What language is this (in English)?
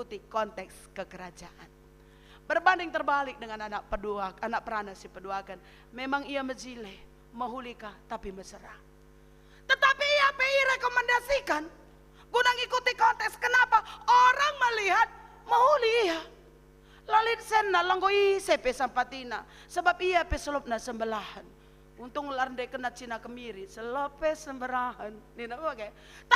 Batak Karo